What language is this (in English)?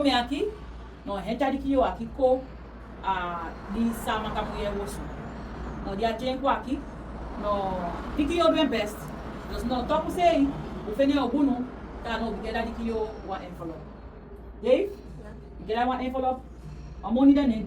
Saramaccan